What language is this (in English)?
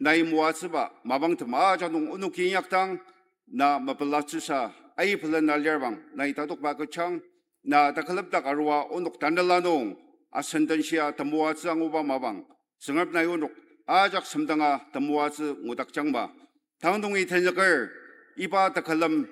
Ao Naga